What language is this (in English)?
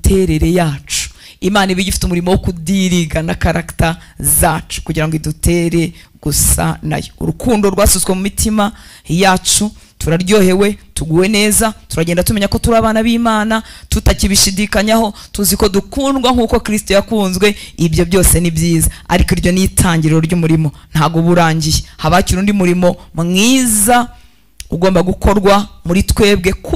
Kinyarwanda